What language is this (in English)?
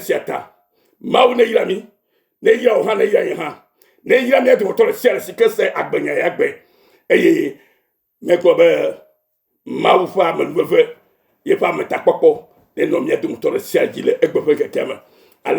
Ewe